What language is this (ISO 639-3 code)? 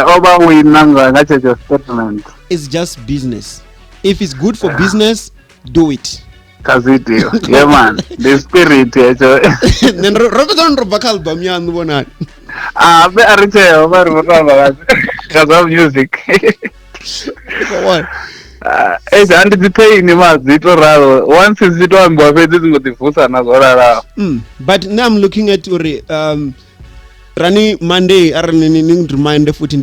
ven